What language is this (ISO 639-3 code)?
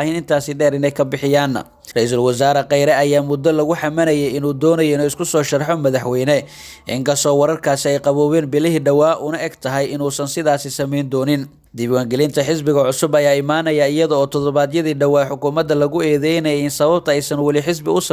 som